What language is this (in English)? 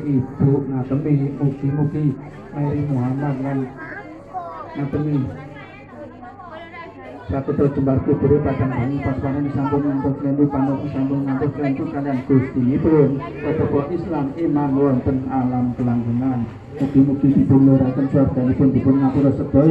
Javanese